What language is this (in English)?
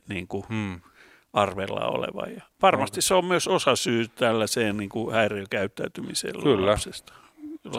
Finnish